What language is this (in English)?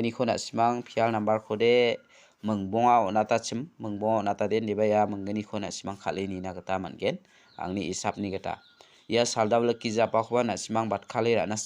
Garo